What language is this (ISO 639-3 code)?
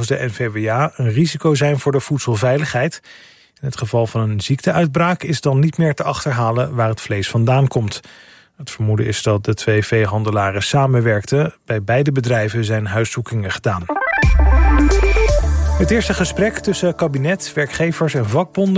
nld